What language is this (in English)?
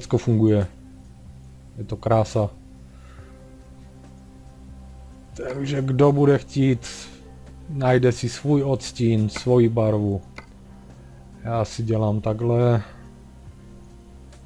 Czech